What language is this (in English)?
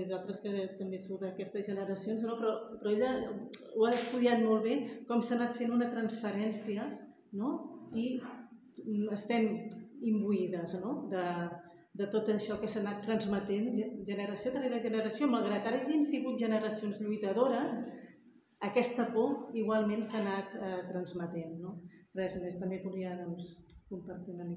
Catalan